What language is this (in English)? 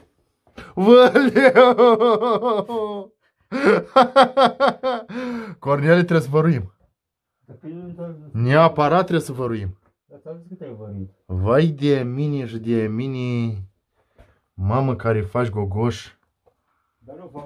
Romanian